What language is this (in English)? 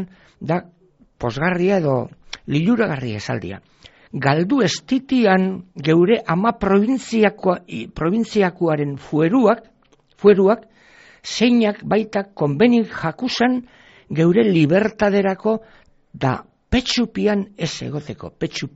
Basque